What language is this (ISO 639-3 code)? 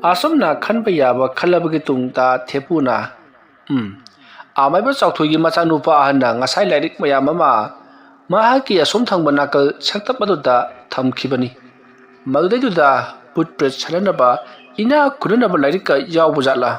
mni